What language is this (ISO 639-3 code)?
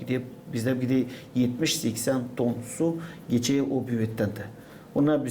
gag